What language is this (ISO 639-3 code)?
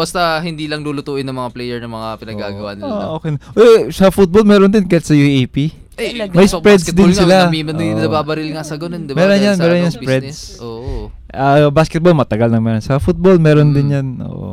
fil